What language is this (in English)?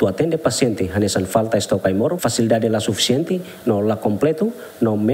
Tetum